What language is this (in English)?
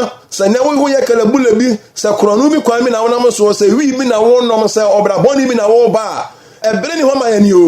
Akan